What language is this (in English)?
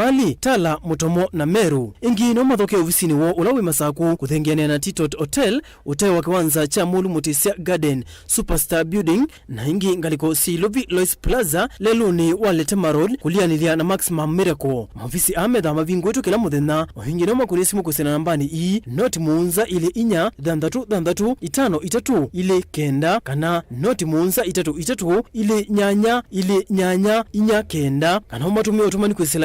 Kamba